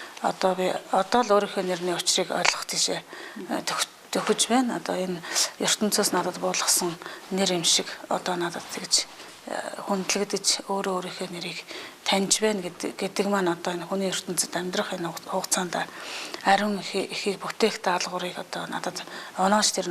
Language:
Mongolian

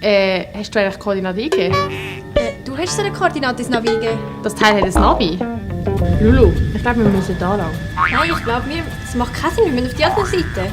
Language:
Swiss German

